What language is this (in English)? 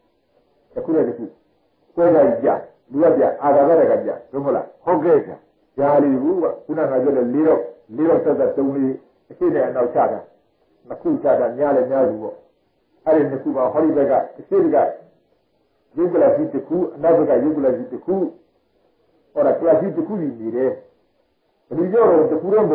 Burmese